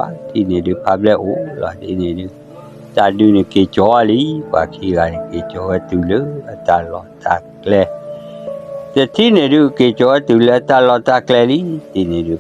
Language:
S'gaw Karen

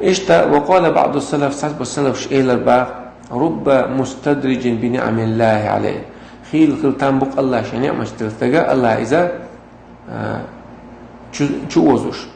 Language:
Chechen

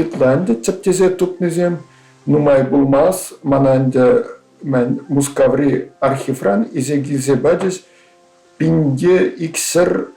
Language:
Chuvash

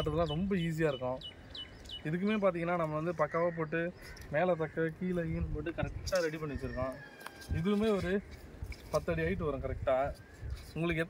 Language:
Tamil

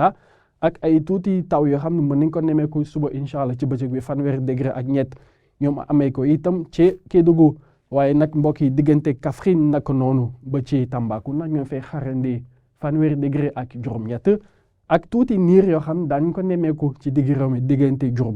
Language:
Wolof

